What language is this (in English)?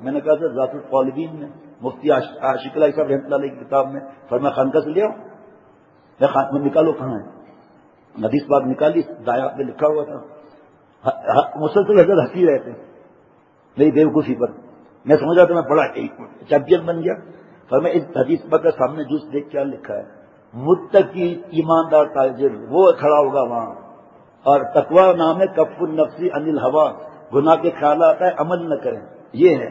Urdu